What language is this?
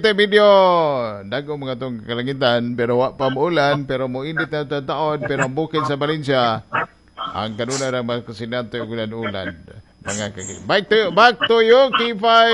Cebuano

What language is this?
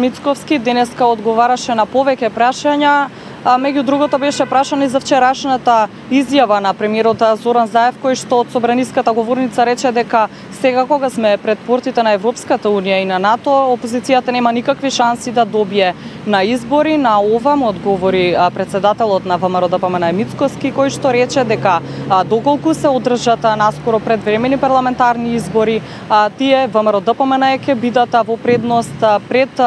Macedonian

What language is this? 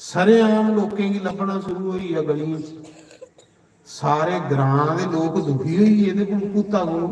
Dogri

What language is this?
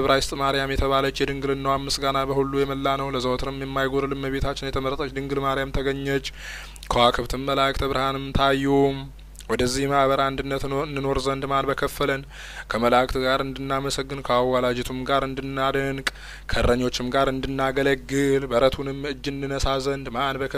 Amharic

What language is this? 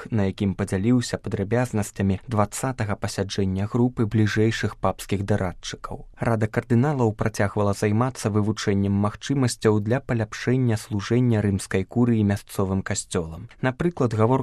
Belarusian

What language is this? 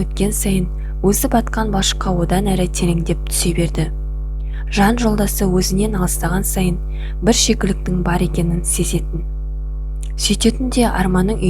Kazakh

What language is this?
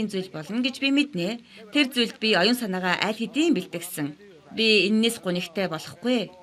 Mongolian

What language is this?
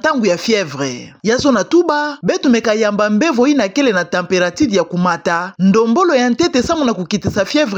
Kituba (Democratic Republic of Congo)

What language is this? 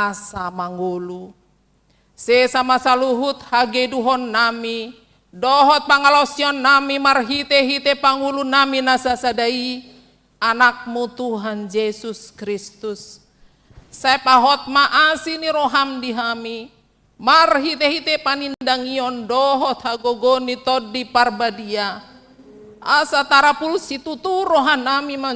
Batak Toba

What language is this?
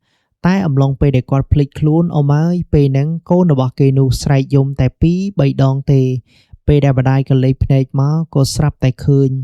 Khmer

